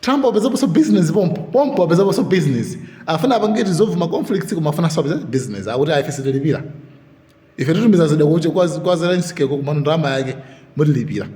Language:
Nyanja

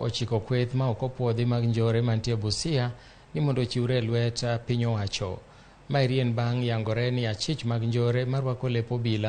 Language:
Luo (Kenya and Tanzania)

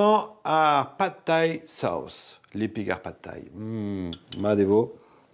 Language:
Breton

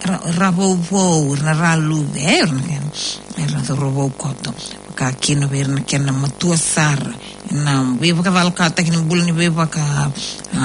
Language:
Fijian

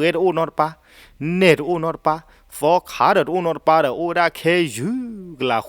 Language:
S'gaw Karen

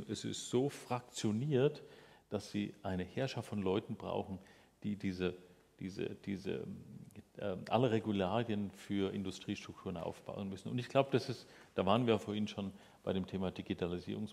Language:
German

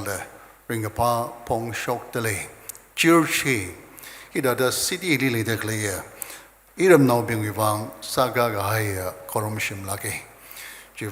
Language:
Tangkhul Naga (India)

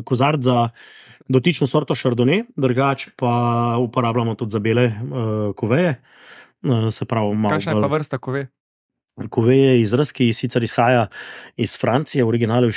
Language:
Slovenian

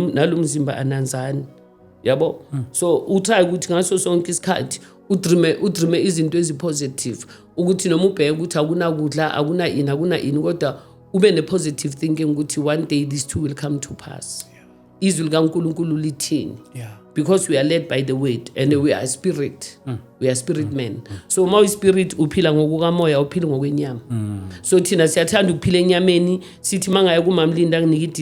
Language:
Zulu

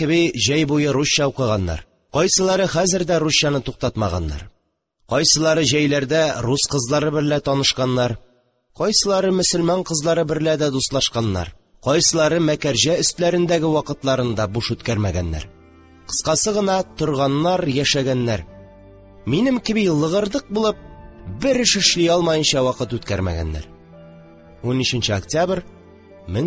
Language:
Tatar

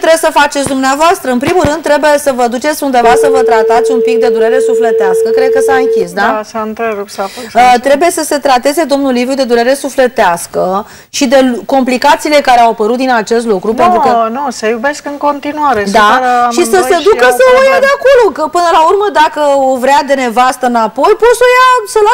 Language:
Romanian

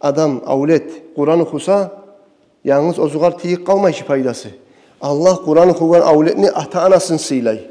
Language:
Kumyk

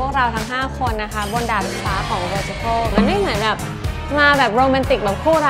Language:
Thai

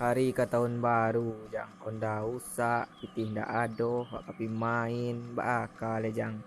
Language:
Minangkabau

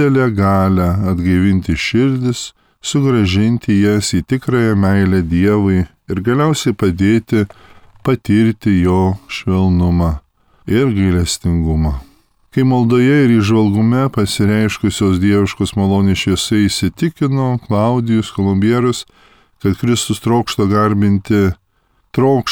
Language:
Lithuanian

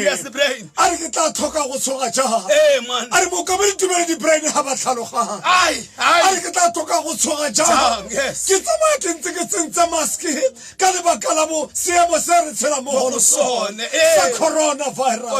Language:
Tswana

